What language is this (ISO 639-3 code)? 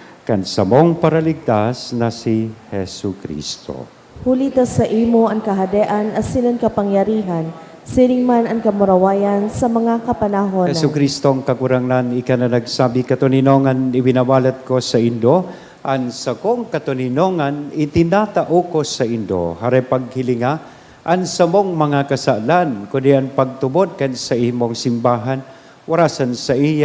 bik